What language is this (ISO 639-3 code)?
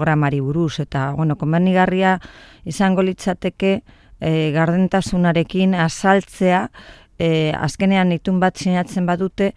eus